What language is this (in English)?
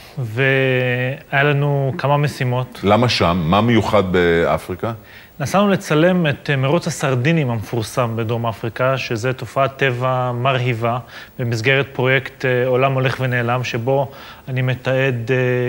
Hebrew